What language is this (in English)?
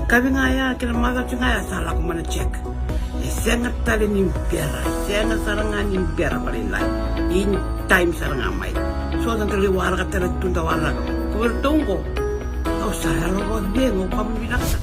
Fijian